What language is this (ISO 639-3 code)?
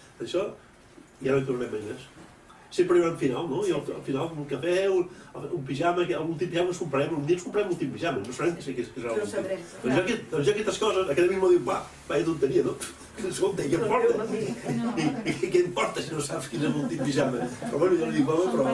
cat